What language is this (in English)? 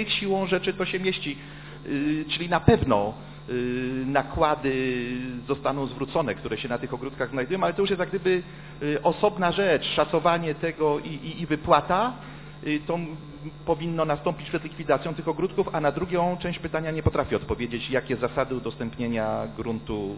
Polish